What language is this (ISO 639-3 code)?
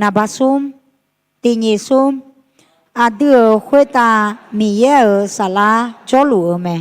ahk